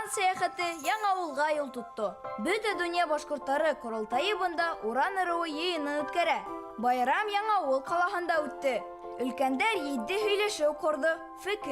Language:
Bashkir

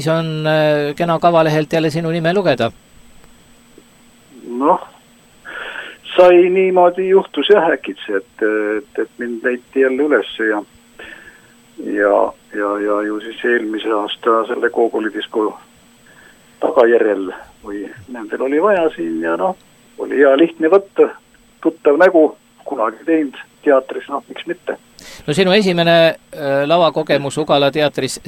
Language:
Estonian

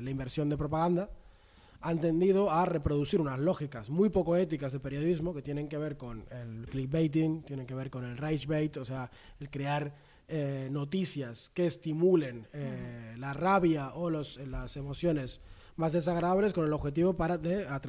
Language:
Spanish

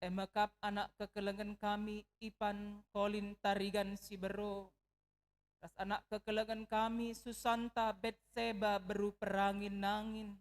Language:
Batak Karo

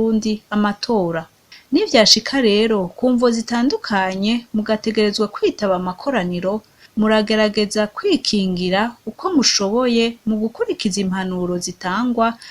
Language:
Rundi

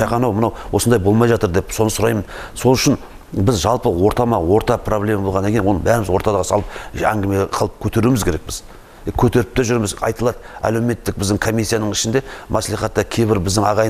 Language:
Kazakh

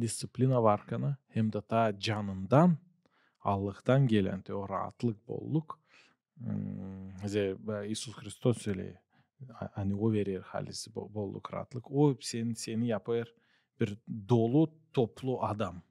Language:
Gagauz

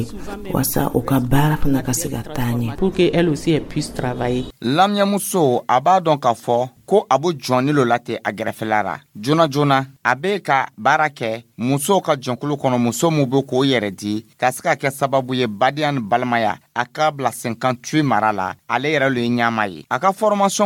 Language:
Dyula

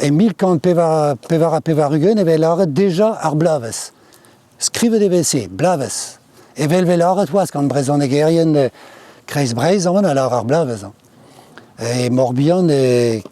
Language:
Breton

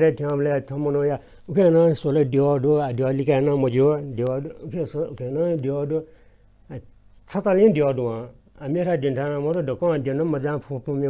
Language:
Newari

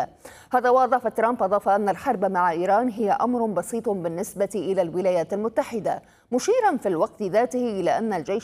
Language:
Arabic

